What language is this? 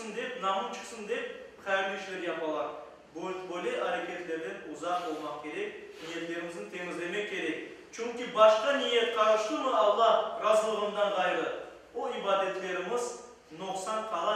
Crimean Tatar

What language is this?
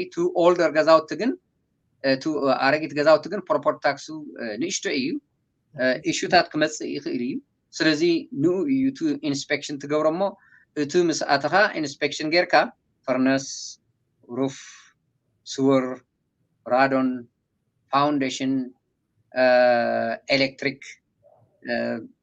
Tigrinya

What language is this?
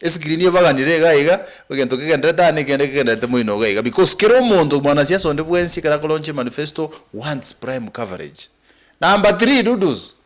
Gusii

